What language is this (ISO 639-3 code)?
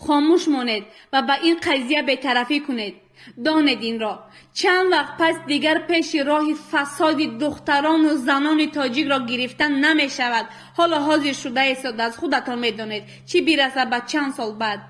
tgk